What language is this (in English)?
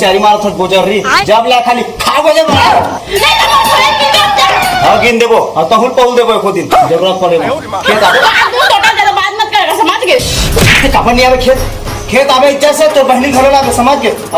Chhattisgarhi